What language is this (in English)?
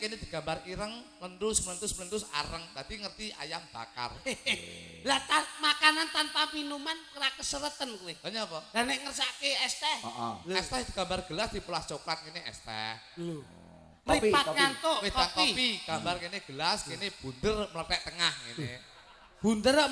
Javanese